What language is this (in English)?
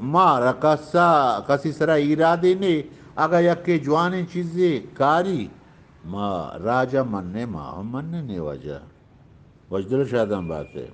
Eastern Balochi